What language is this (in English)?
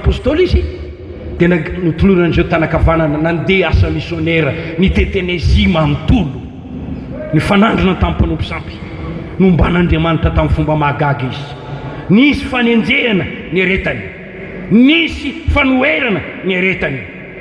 Malagasy